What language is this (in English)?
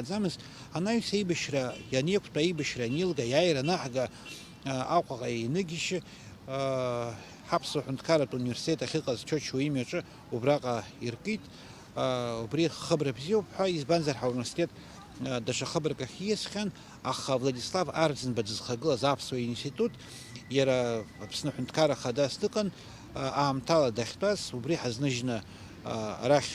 Abkhazian